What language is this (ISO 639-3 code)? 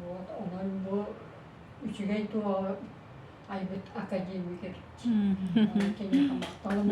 sah